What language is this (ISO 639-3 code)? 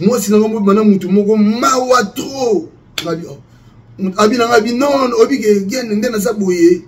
lin